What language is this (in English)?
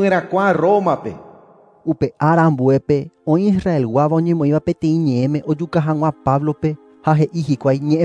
Guarani